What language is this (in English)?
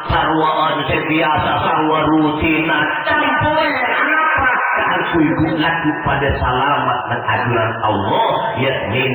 Madurese